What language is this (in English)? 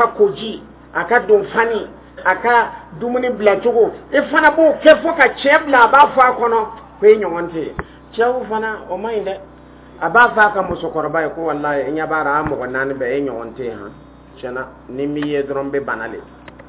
Dyula